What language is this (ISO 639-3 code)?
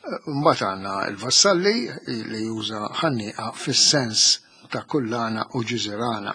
mlt